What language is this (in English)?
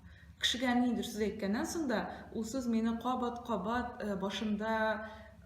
Tatar